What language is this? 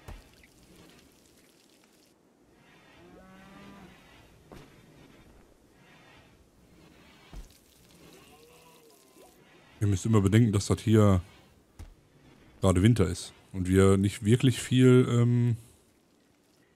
German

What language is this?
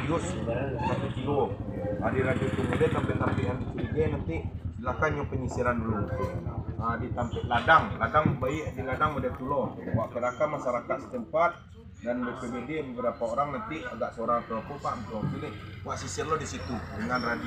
Minangkabau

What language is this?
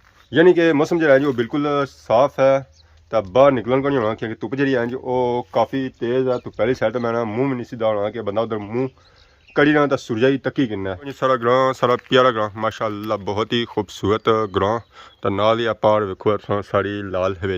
Pahari-Potwari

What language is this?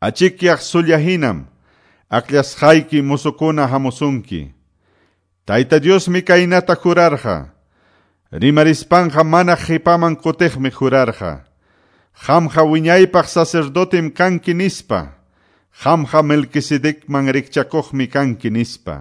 Ayacucho Quechua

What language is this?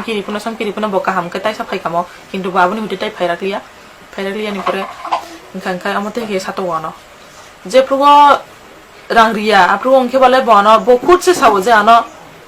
Kok Borok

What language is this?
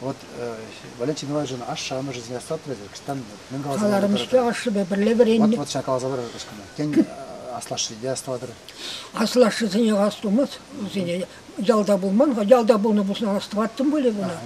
Chuvash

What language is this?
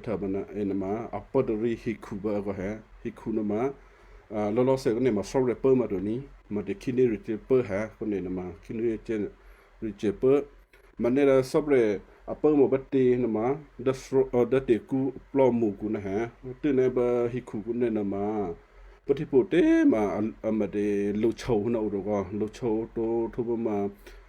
Western Kayah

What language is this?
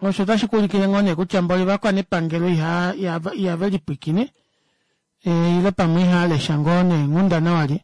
Kuanyama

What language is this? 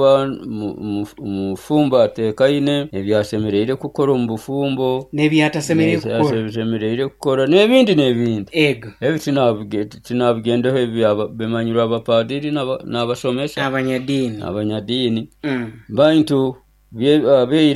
Nyoro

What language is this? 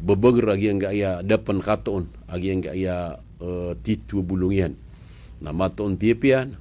Maranao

